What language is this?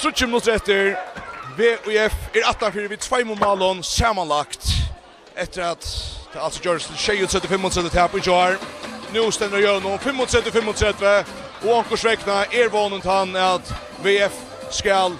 Faroese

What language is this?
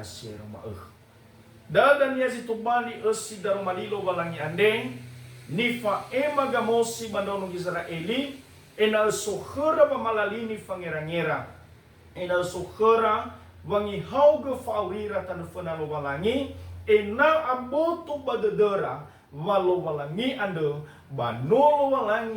Nias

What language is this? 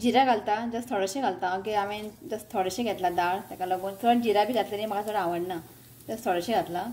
Konkani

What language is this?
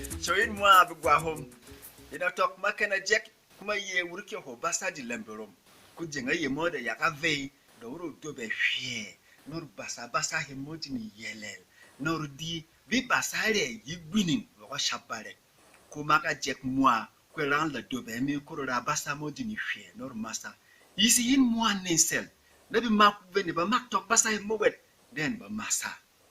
Berom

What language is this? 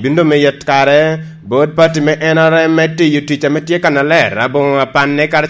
Lango (Uganda)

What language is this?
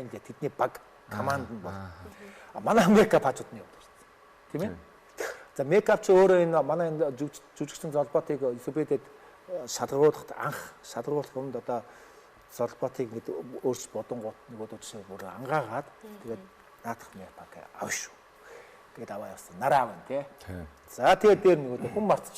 Mongolian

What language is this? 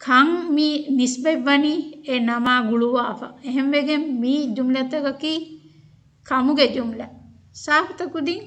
Divehi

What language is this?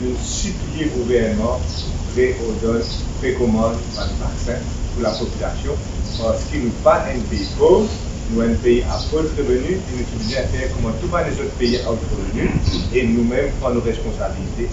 Morisyen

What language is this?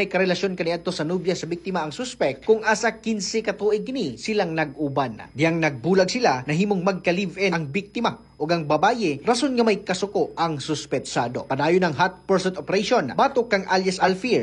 Cebuano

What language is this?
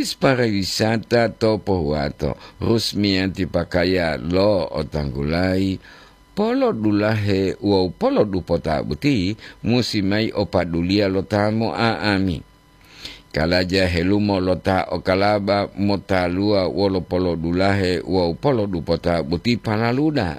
Gorontalo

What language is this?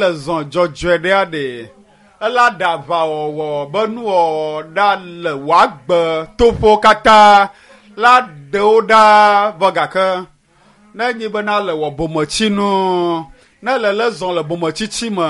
Ewe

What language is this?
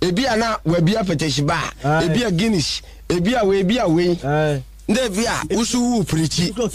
Akan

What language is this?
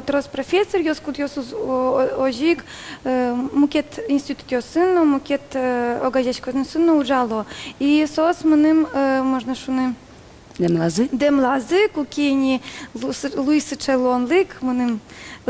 Udmurt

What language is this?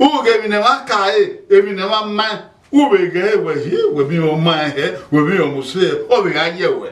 Bini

